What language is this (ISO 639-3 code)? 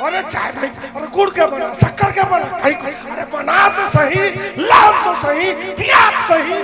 hne